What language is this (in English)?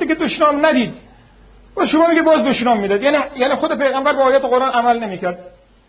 Persian